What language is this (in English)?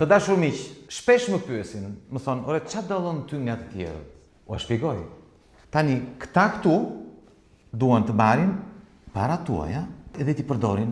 Albanian